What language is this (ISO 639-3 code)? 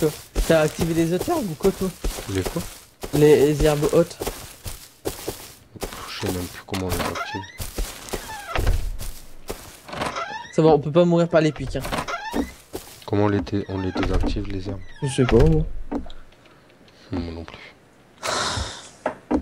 fra